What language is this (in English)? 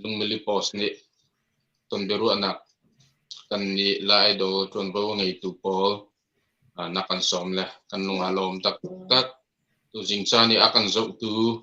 Hakha Chin